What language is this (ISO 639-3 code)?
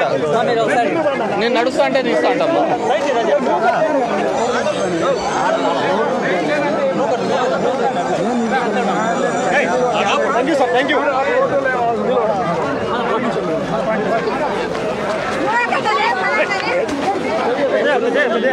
tel